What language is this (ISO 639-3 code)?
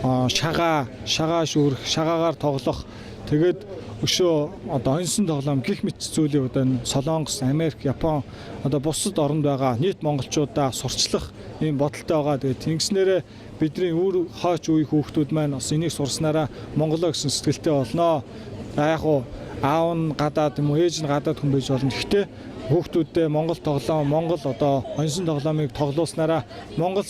mon